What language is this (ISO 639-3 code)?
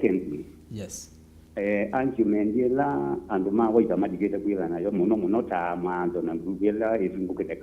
kam